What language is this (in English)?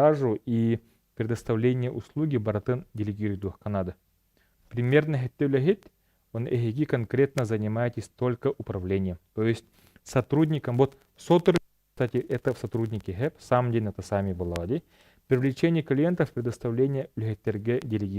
Yakut